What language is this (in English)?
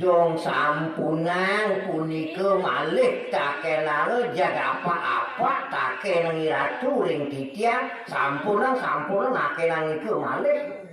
Balinese